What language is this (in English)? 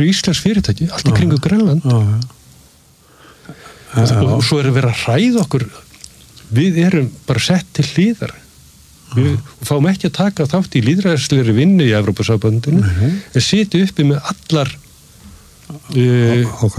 Icelandic